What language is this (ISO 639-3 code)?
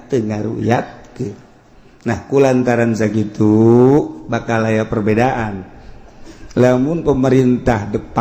sun